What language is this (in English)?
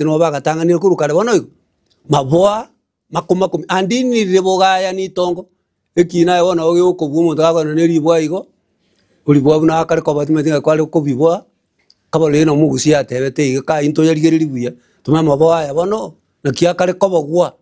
Gusii